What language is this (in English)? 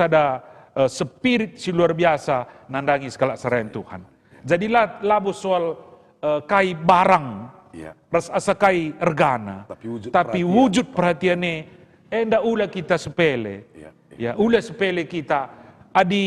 Batak Karo